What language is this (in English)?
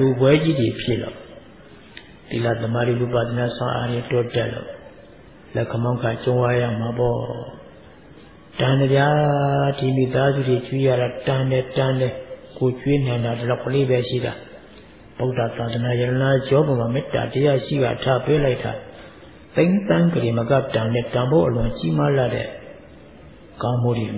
Burmese